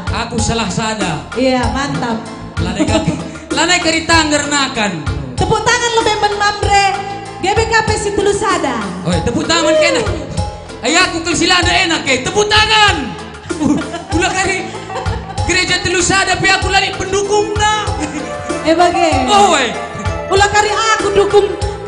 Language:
Batak Karo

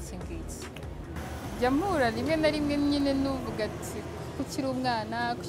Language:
Kinyarwanda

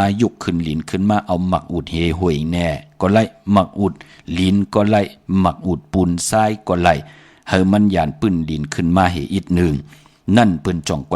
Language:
Shan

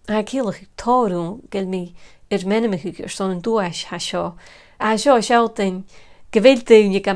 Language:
Scottish Gaelic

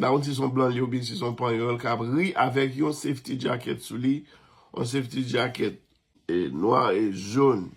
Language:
Haitian Creole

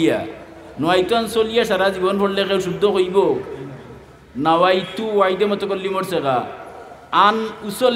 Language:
Sylheti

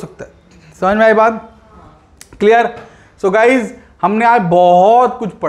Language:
Hindi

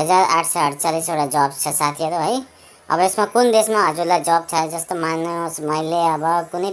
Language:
Nepali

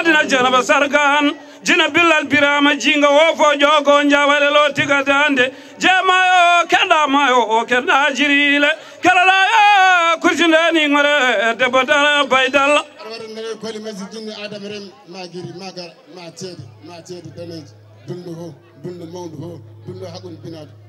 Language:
Fula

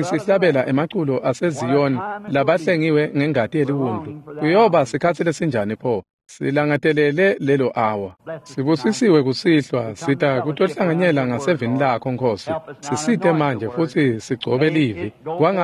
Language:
Swati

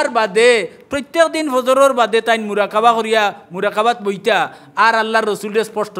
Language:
Sylheti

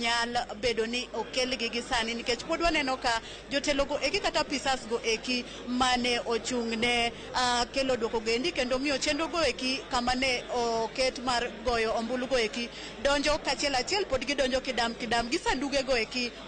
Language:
Luo (Kenya and Tanzania)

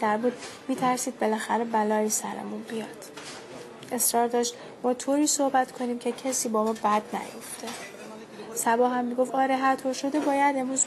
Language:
Persian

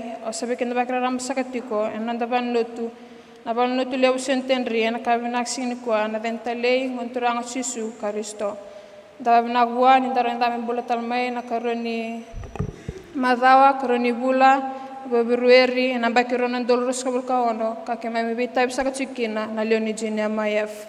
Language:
Fijian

